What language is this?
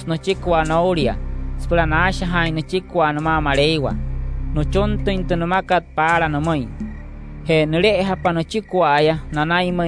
Wayuu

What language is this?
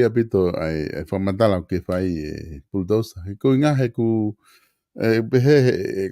Tongan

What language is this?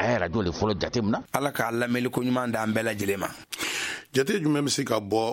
Bambara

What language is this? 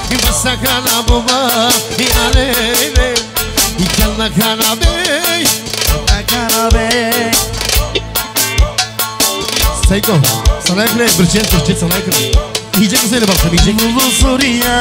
Turkish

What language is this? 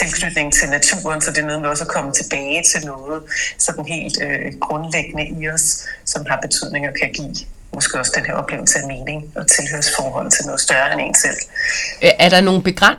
Danish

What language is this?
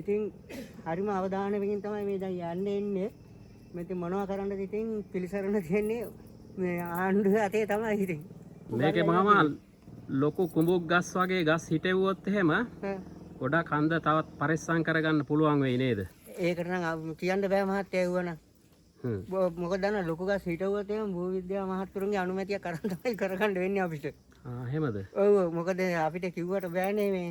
Sinhala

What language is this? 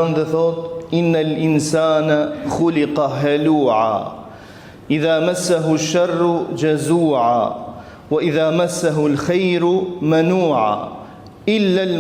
Albanian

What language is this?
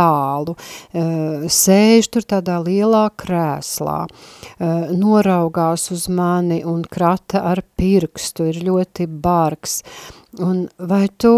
Latvian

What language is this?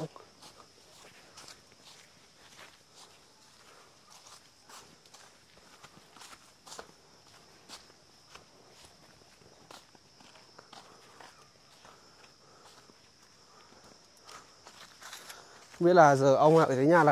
Vietnamese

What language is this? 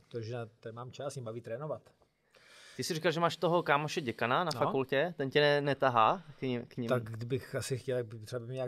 Czech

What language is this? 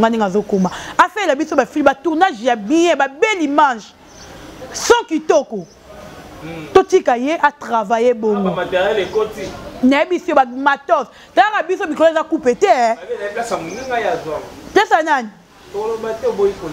Lingala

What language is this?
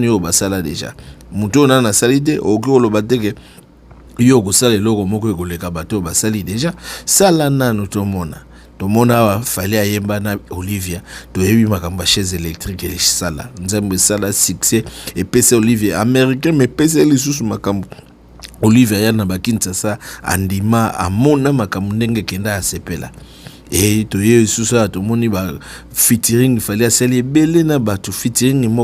Lingala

